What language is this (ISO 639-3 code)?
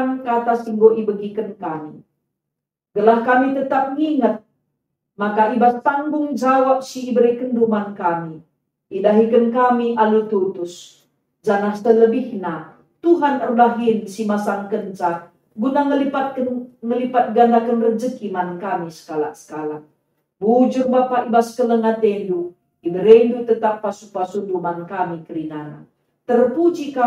btx